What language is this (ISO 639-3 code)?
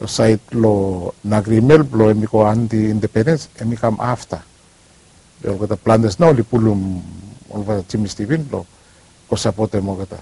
bis